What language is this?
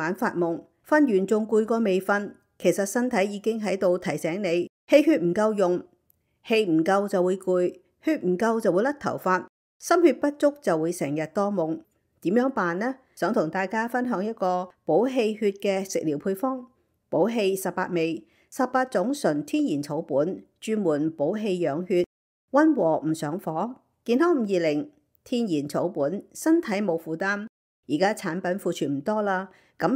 Cantonese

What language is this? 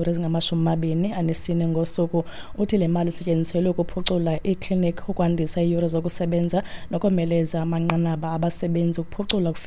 Xhosa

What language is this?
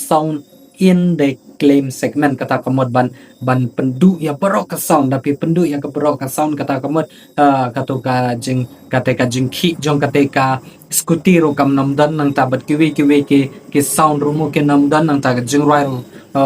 Khasi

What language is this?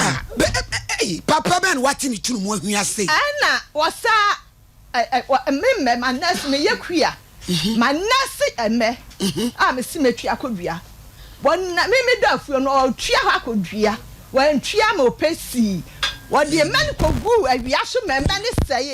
Akan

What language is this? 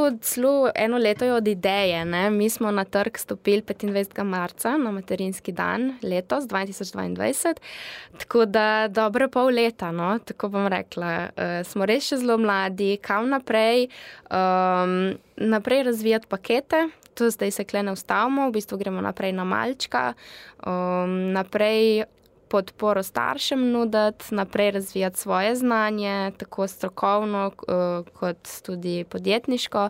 Slovenian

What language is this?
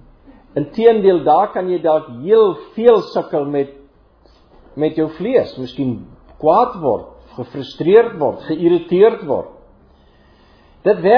Afrikaans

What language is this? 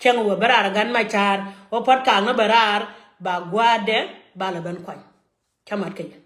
Nuer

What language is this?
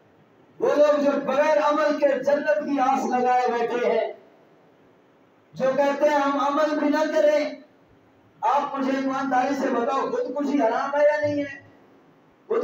Urdu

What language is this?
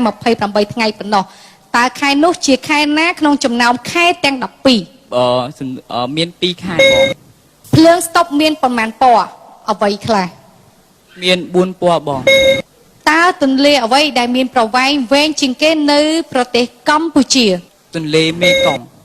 Khmer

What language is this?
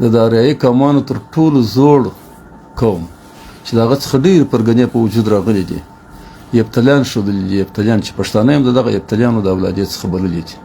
Pashto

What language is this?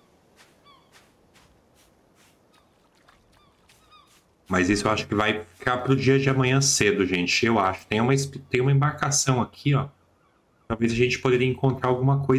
Portuguese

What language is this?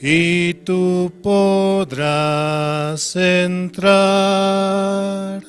Aymara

